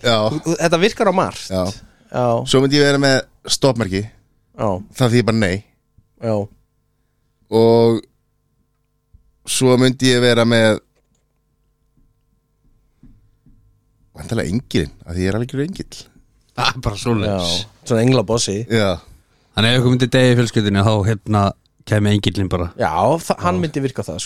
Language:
Icelandic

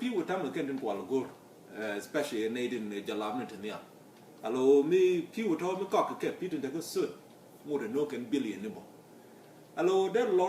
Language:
Nuer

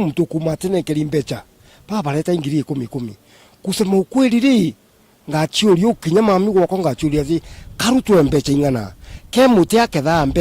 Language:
Meru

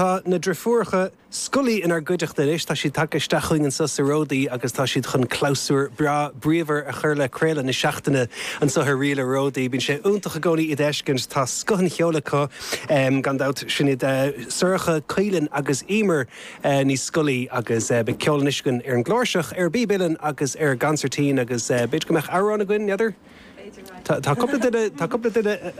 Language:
Irish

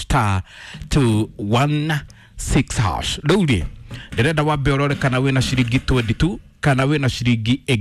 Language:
Kikuyu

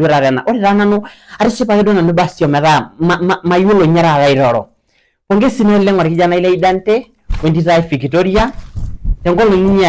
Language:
Masai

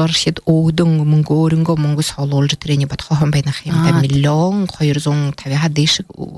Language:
Buriat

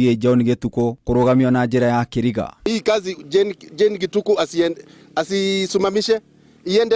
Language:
Kikuyu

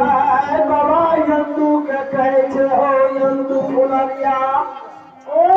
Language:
Maithili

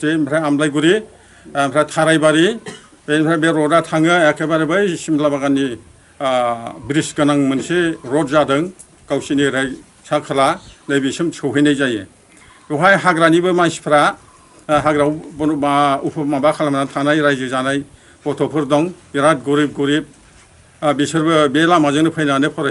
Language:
Bodo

